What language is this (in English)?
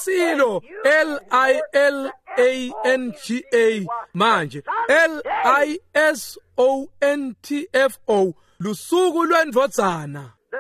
Swati